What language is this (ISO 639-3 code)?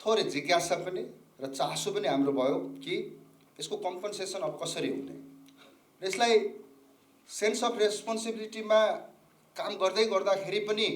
nep